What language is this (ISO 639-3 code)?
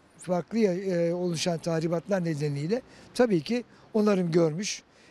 tur